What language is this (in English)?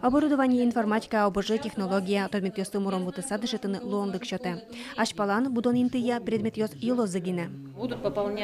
Udmurt